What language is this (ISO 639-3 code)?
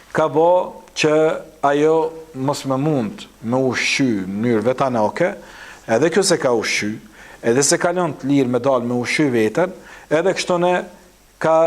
sqi